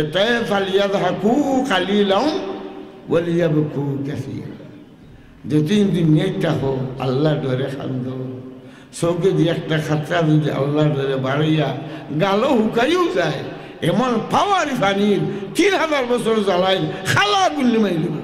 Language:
Sylheti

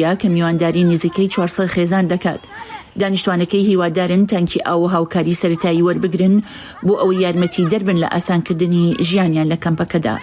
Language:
Central Kurdish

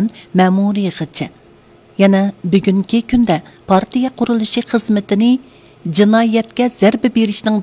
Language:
Uyghur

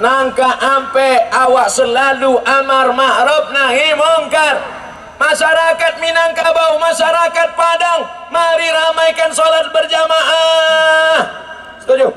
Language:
Minangkabau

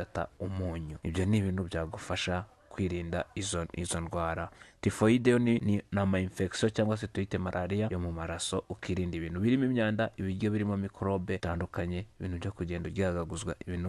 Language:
Kinyarwanda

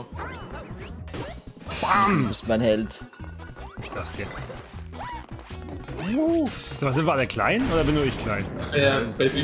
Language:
German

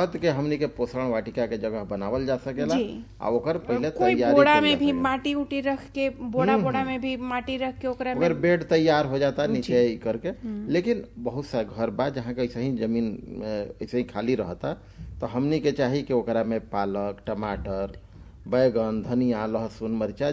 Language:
Bhojpuri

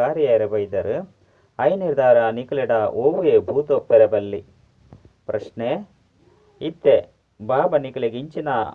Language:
Tulu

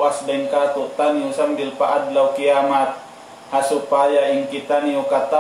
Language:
Tausug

